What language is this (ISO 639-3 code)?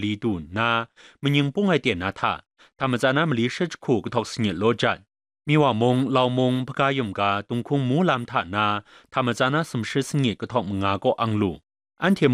kac